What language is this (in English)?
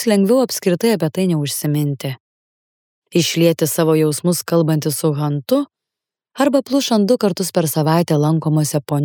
Lithuanian